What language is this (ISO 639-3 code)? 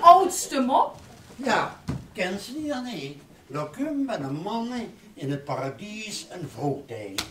lim